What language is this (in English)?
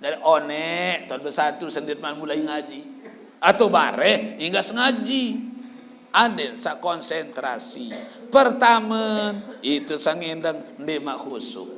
Sasak